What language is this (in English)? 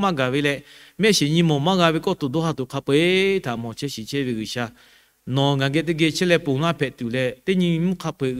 Lahu